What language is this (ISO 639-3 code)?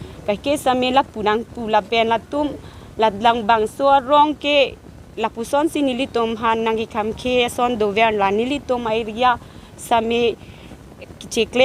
mjw